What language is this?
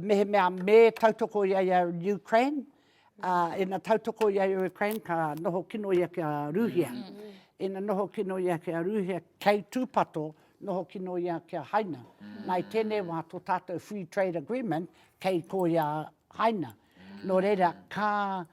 Māori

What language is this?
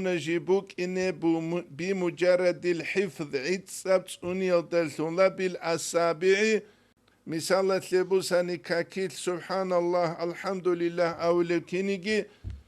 Avaric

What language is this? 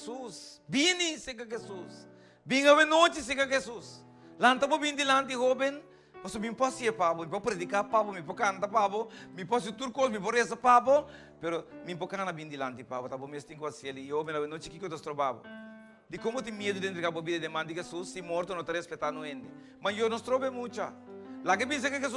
Papiamento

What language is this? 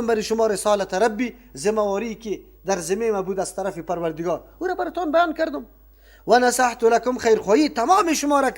Persian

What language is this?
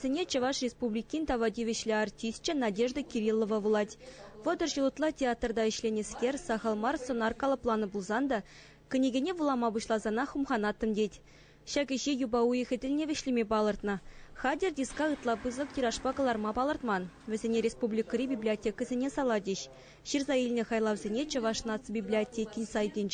Chuvash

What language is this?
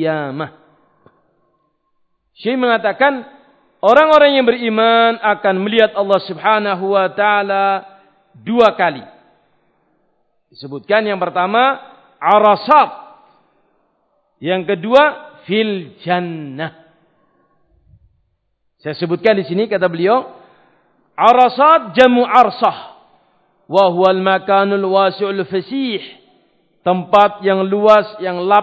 Indonesian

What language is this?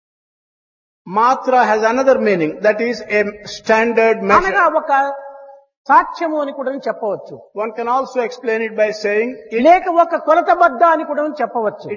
Telugu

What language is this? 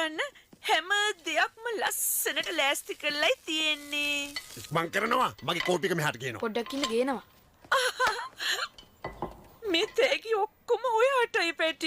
Sinhala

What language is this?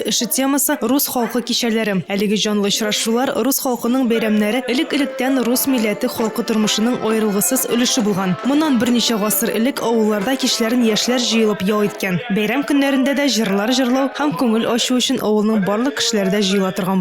Tatar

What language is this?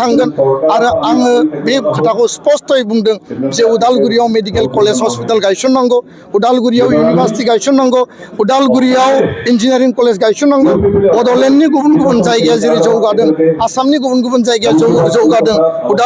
Bodo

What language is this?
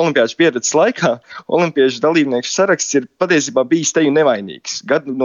Latvian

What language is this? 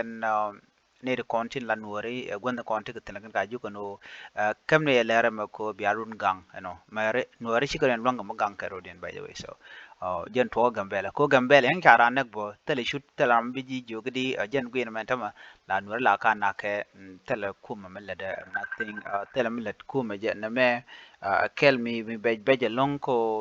Nuer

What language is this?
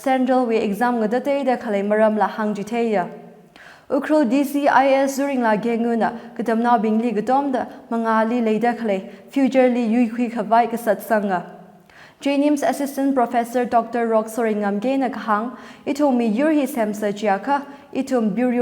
Tangkhul Naga (India)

